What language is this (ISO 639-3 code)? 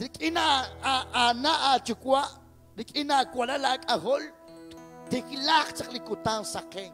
kek